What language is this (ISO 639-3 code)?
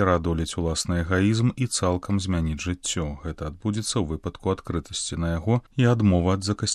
bel